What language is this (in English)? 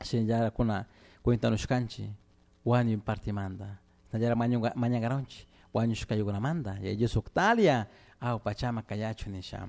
Chimborazo Highland Quichua